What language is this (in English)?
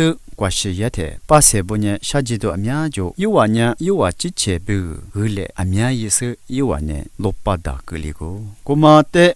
Lisu